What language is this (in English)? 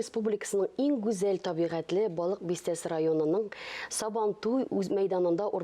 Tatar